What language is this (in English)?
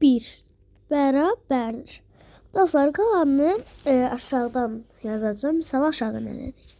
Azerbaijani